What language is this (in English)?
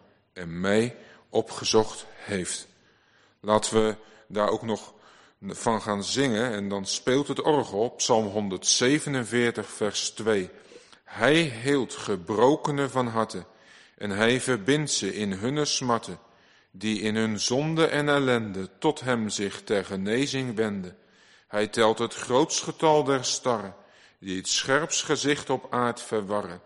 Dutch